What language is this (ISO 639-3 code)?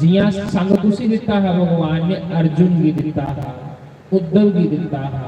doi